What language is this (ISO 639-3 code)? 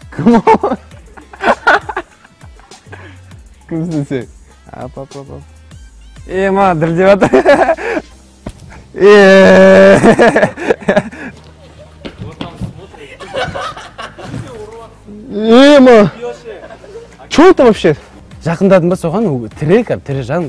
kaz